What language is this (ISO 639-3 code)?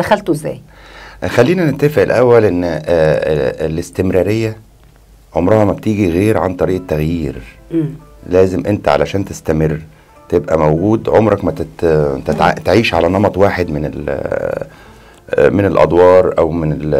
arz